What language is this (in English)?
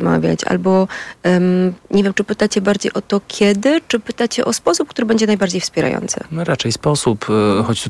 Polish